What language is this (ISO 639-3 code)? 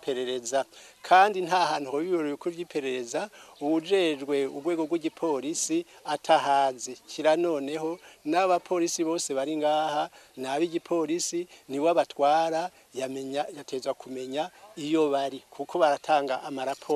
run